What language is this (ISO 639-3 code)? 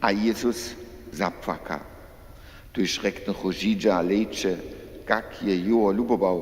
hsb